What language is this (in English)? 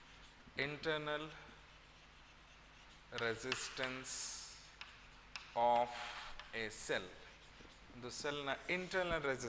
Kannada